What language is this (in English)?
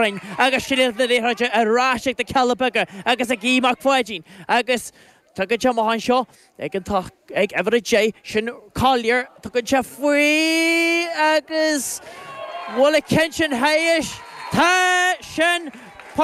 Irish